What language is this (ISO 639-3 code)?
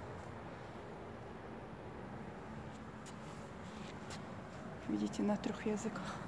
rus